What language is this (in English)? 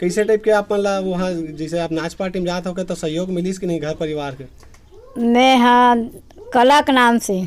Chhattisgarhi